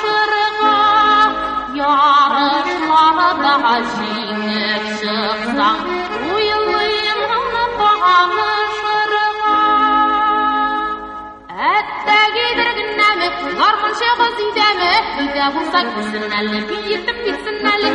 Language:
Tatar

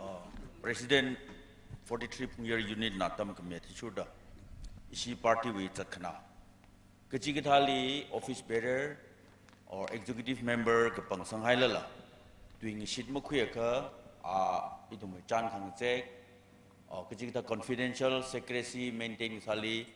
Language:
Tangkhul Naga (India)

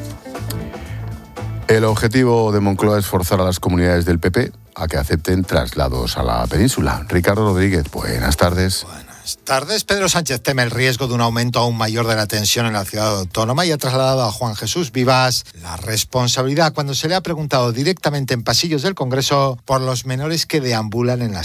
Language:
Spanish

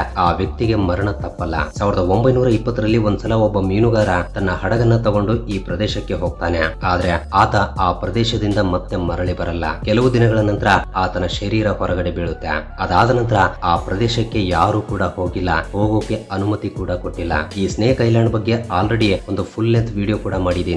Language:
Kannada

